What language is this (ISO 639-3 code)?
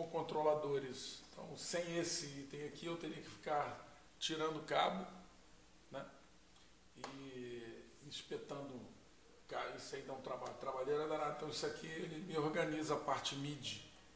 por